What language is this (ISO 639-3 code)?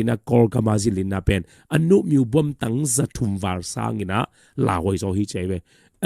ctd